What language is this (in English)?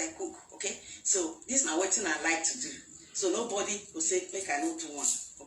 Nigerian Pidgin